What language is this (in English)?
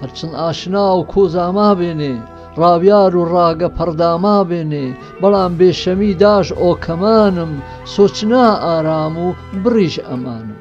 Gurani